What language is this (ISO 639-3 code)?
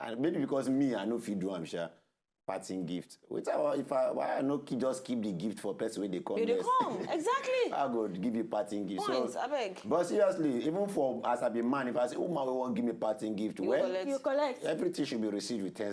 pcm